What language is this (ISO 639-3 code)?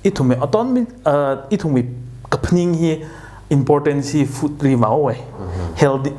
nmf